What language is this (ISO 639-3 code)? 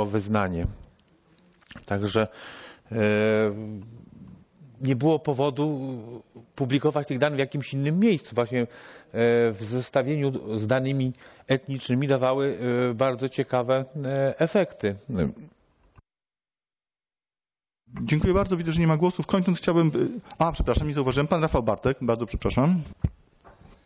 pol